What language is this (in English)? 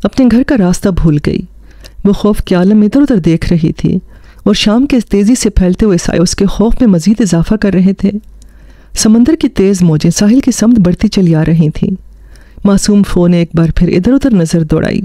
Urdu